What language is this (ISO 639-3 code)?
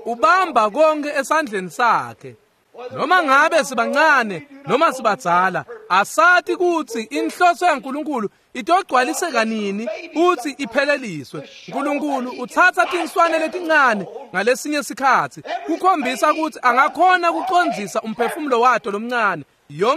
ssw